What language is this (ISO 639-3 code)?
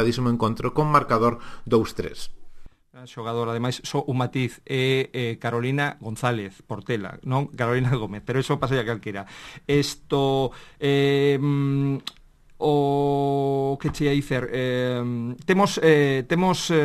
glg